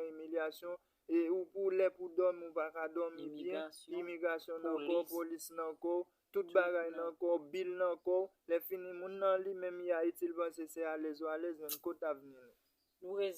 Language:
Haitian Creole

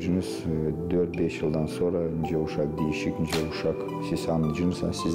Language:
Gagauz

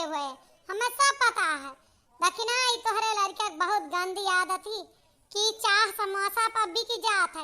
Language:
Awadhi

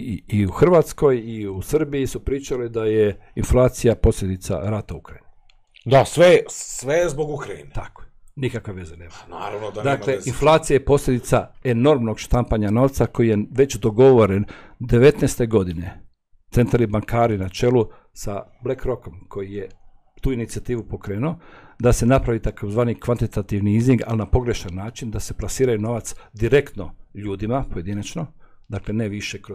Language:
Croatian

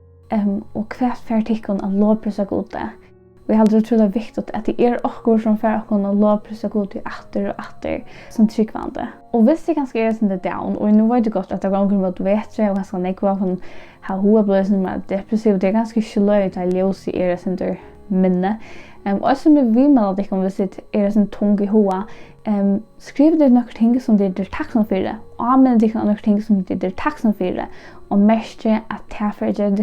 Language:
Faroese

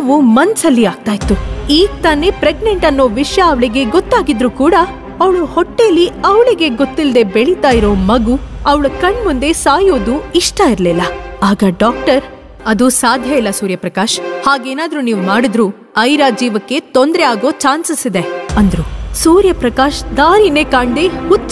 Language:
Kannada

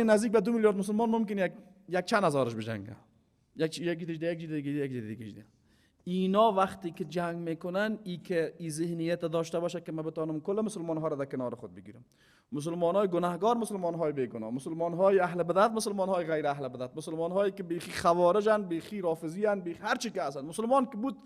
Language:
Persian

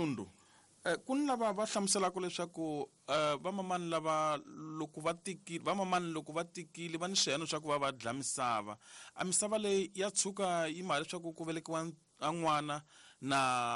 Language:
Tsonga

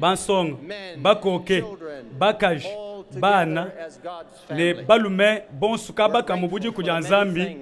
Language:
Luba-Lulua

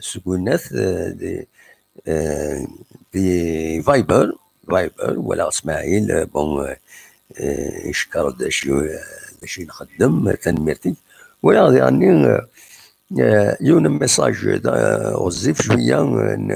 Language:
Kabyle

